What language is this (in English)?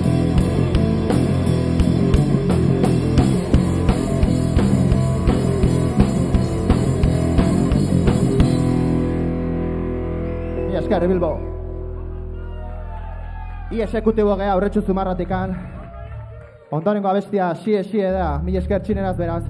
Basque